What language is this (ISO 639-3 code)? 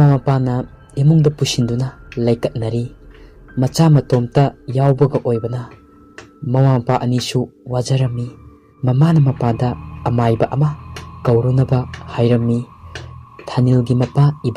mni